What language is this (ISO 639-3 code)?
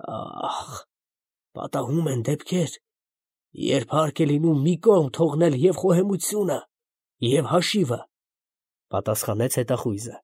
hye